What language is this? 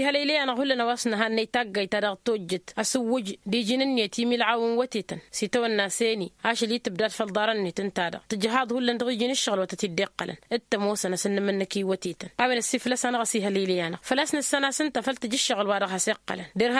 Tamasheq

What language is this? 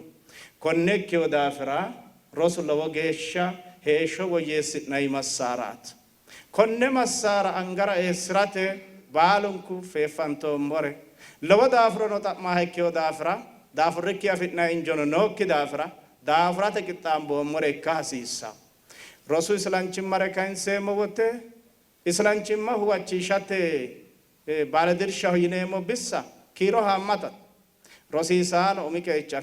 Sidamo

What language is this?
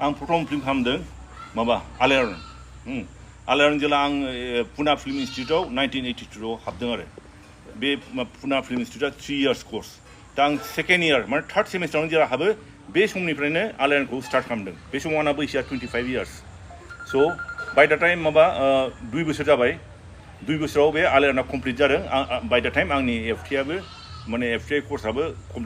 Bodo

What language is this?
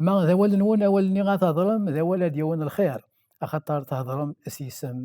Kabyle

